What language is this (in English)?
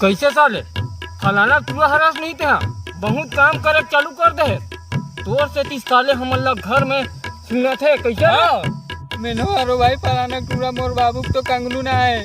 Chhattisgarhi